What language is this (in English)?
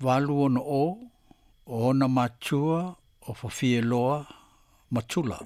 Samoan